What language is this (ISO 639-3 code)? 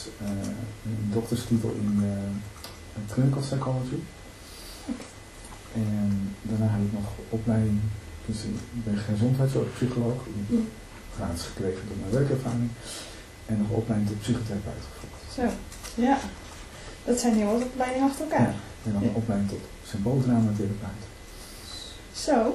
nld